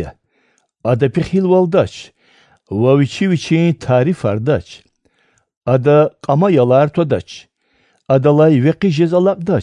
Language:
Lezghian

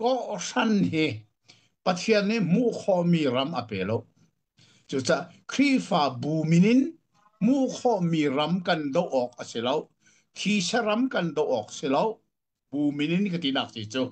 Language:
Hakha Chin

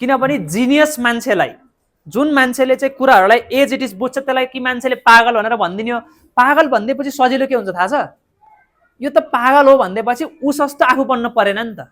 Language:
Nepali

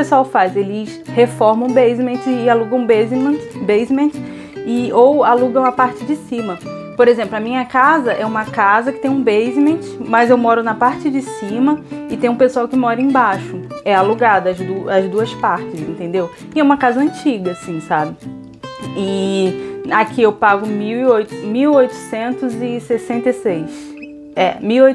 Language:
Portuguese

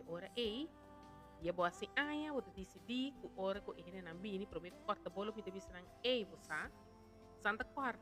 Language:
Papiamento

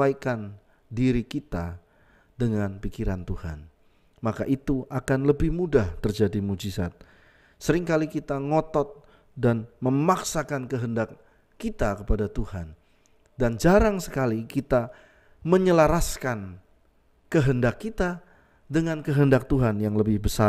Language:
Indonesian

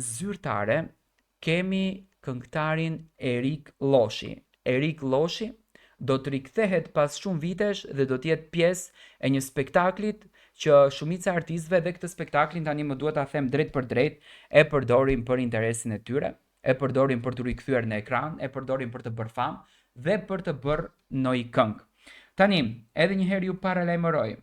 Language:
Albanian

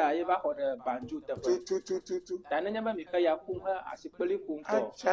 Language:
Ewe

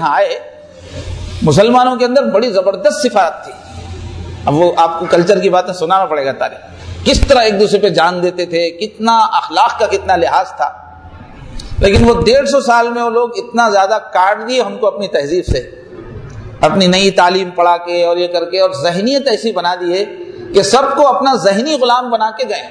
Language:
Urdu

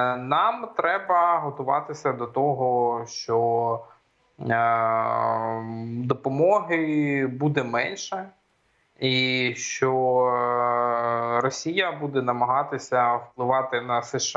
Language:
Ukrainian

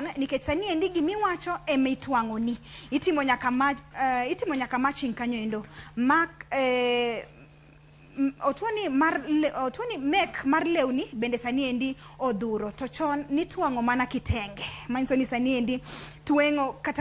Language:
Luo (Kenya and Tanzania)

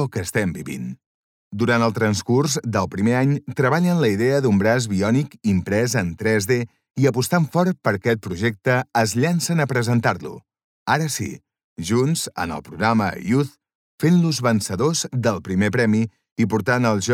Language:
Catalan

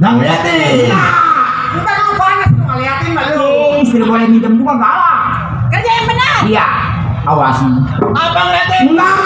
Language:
Betawi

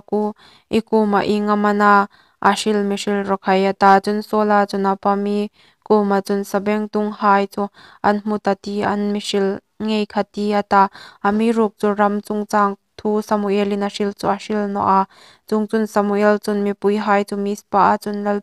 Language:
Hmar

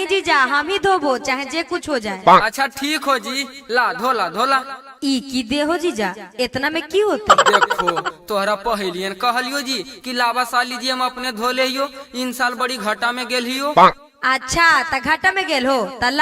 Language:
Magahi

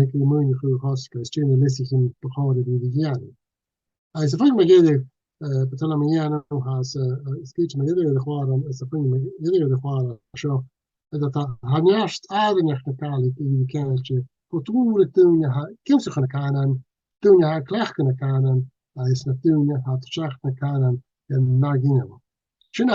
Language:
Scottish Gaelic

